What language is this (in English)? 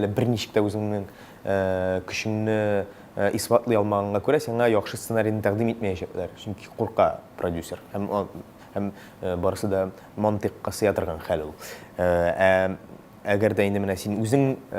Tatar